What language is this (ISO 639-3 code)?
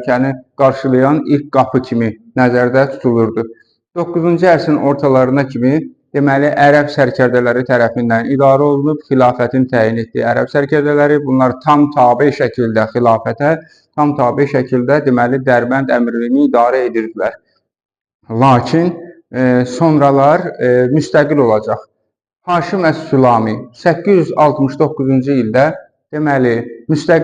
aze